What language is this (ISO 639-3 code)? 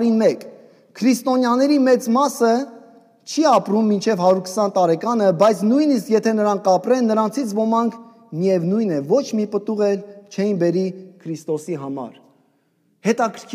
hye